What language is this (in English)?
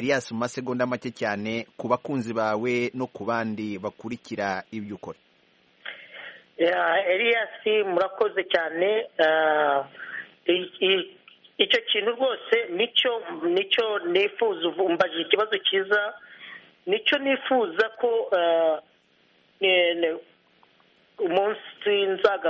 Kinyarwanda